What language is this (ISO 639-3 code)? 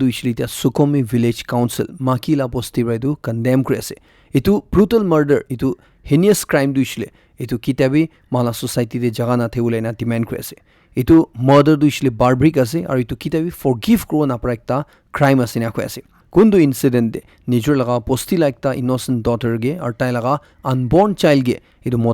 nag